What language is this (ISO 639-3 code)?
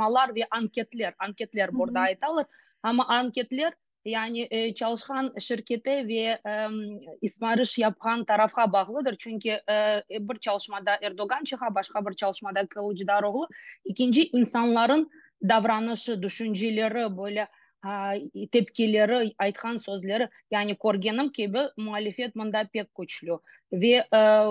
crh